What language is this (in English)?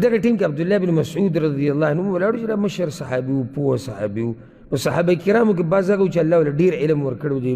Pashto